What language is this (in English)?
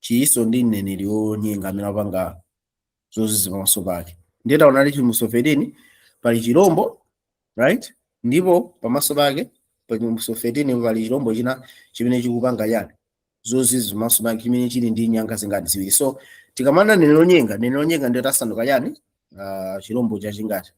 Nyanja